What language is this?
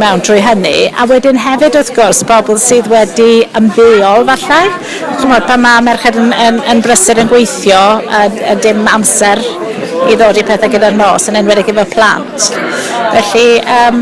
Welsh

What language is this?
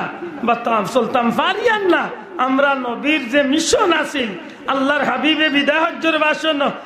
Sylheti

